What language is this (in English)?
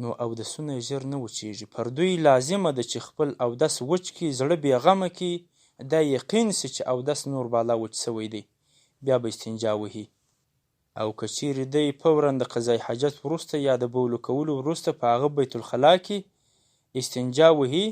Pashto